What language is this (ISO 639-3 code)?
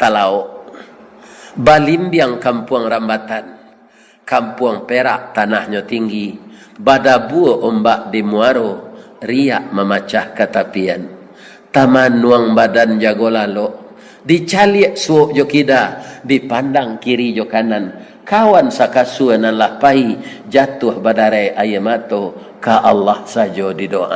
min